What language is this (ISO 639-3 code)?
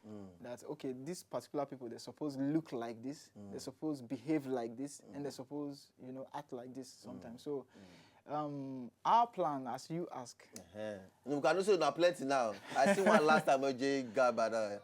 pcm